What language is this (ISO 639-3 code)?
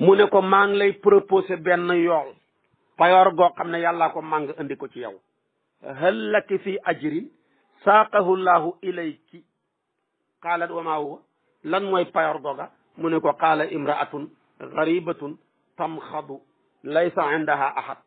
wol